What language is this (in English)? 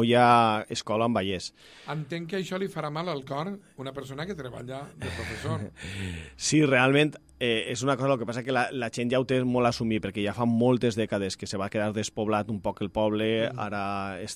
Catalan